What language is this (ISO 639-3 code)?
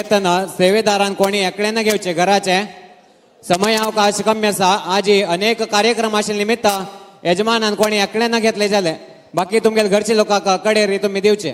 kok